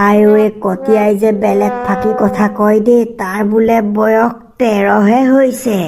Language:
Assamese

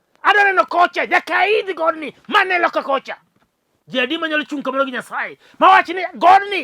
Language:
Luo (Kenya and Tanzania)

